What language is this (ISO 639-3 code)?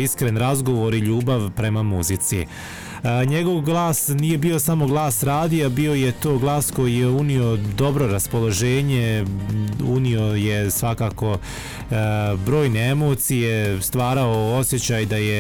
bos